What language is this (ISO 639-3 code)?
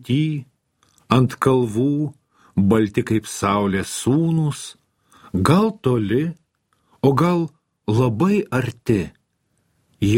lit